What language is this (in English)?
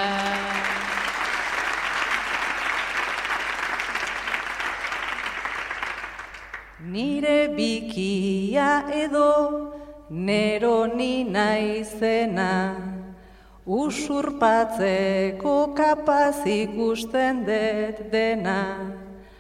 Basque